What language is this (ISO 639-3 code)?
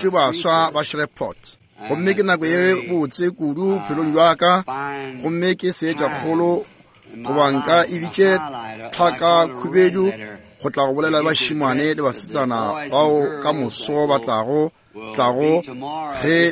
nso